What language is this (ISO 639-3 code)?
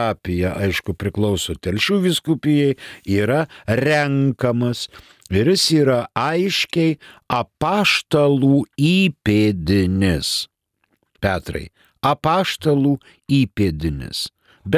lit